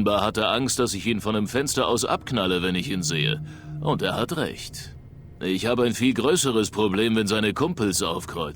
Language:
Bavarian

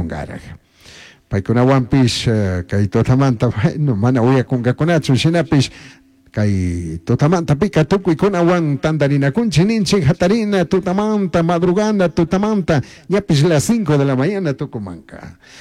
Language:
Chimborazo Highland Quichua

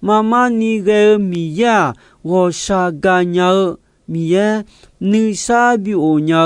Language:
Akha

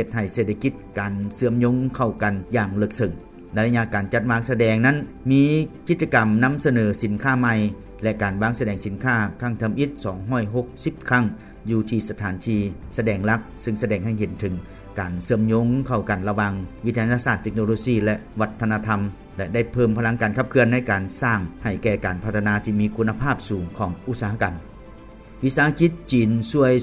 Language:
Lao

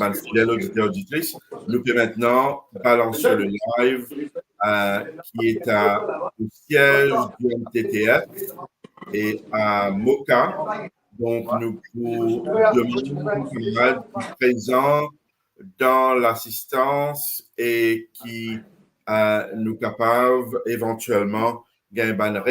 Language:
Morisyen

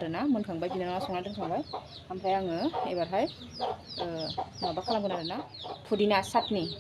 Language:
Bodo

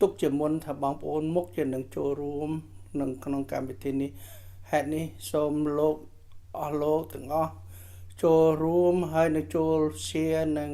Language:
Khmer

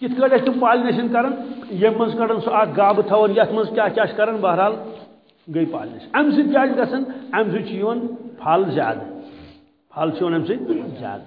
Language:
Kashmiri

